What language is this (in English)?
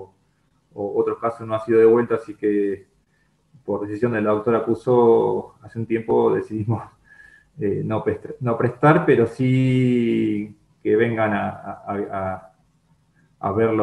Spanish